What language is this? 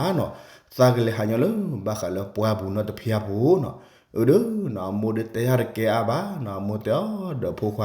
S'gaw Karen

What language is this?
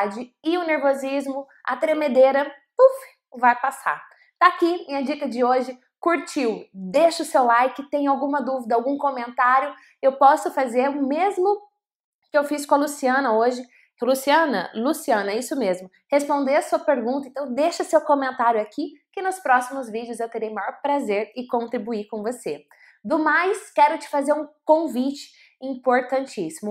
Portuguese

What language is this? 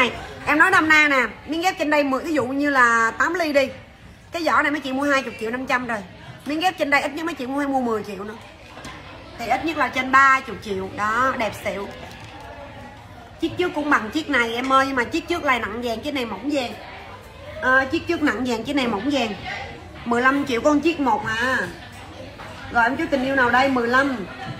Vietnamese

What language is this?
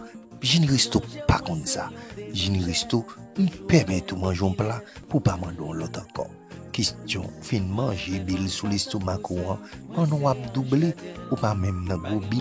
Haitian Creole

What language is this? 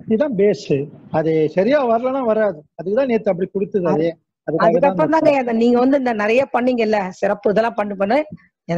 Tamil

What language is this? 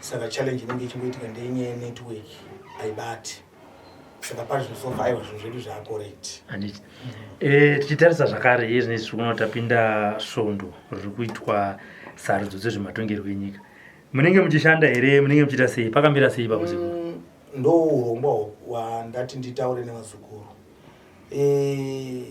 Shona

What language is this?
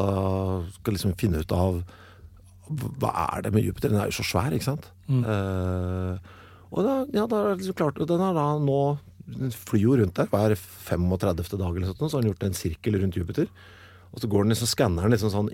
Norwegian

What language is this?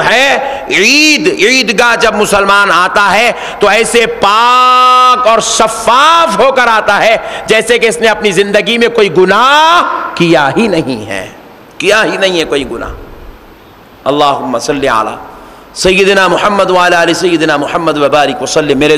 Urdu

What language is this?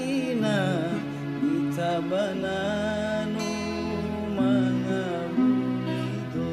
Nias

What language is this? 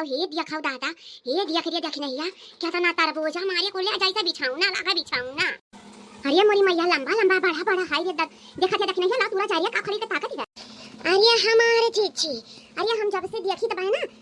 Awadhi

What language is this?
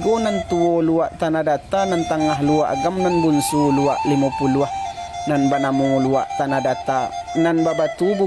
Minangkabau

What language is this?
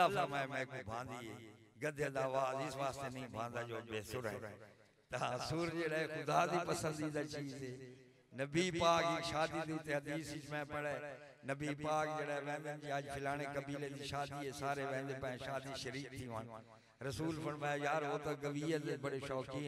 Saraiki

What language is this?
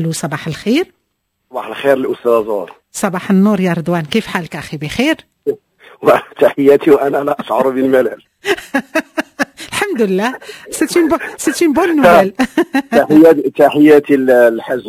Moroccan Arabic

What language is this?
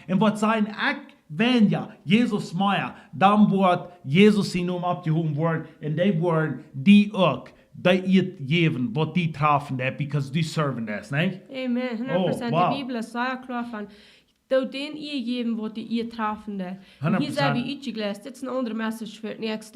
Plautdietsch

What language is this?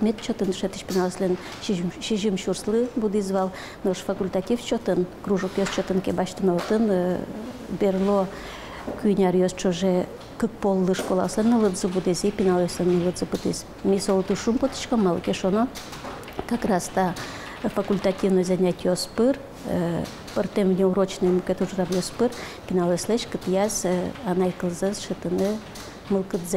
Udmurt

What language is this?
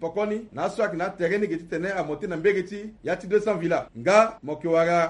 Sango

